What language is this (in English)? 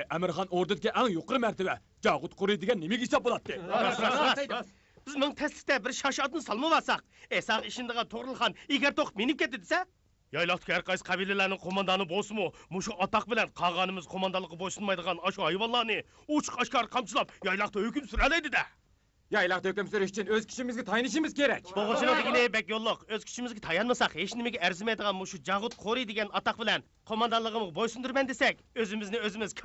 Uyghur